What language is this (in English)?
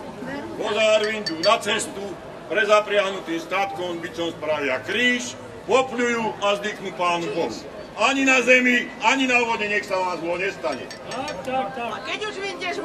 Slovak